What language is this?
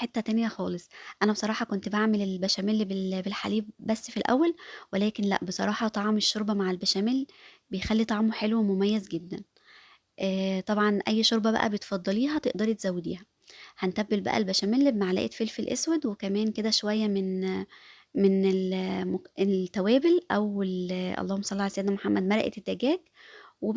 Egyptian Arabic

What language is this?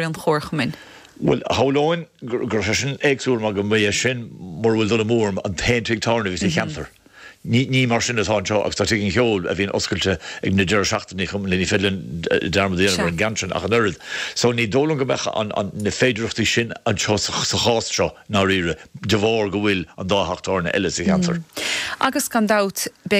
Irish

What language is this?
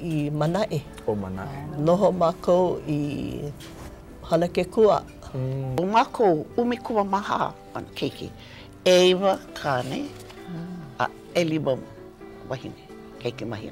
Hawaiian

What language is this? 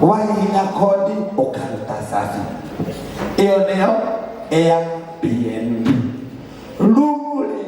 Kikuyu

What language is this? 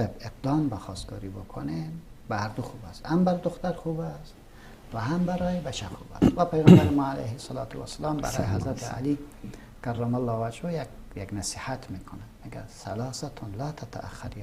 Persian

